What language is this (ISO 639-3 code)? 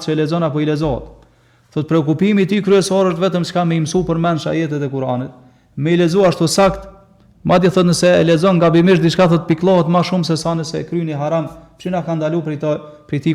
sqi